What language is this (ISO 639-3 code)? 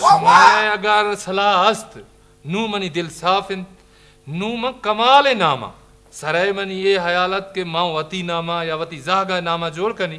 brh